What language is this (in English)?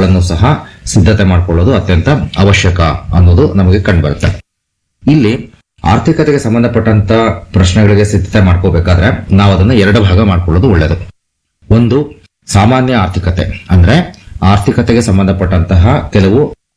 Kannada